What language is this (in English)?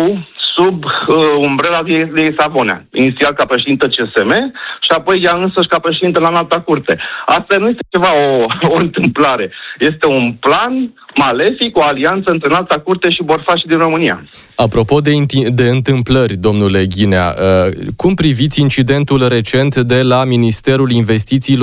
Romanian